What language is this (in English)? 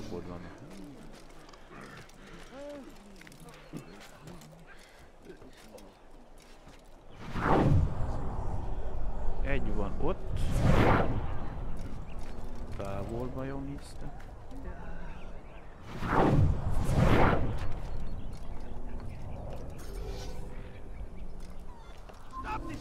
Hungarian